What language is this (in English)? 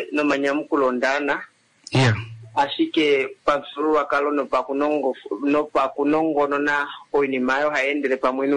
Kuanyama